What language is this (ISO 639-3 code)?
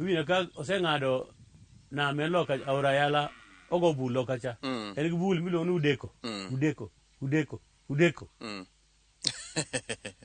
luo